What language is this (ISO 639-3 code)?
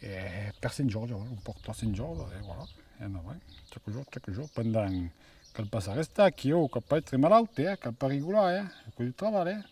oci